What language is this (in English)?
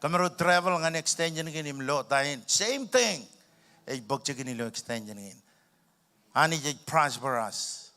Marshallese